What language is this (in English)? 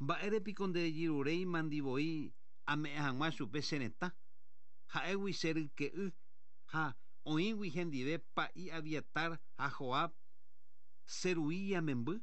Guarani